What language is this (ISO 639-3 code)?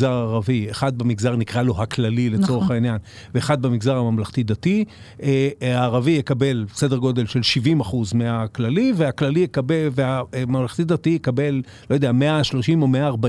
heb